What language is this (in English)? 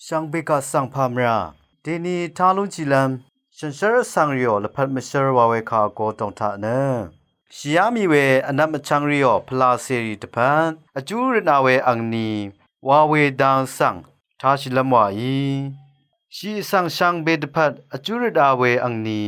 Rawang